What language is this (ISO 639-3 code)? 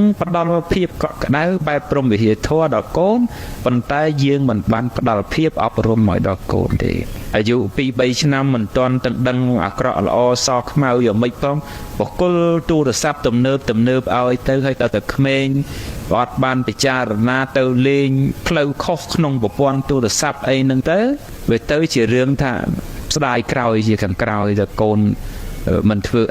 khm